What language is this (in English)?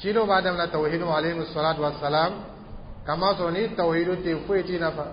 Dyula